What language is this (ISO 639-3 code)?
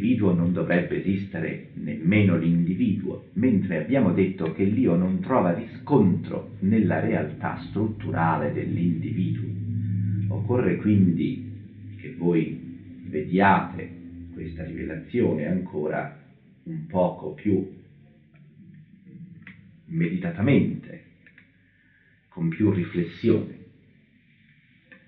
ita